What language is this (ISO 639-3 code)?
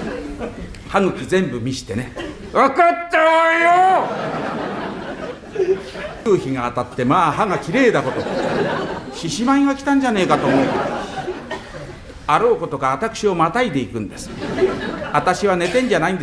jpn